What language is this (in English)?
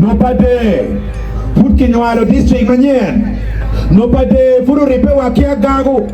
Acoli